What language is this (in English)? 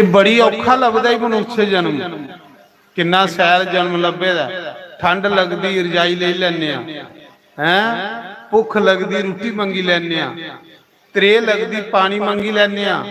Dogri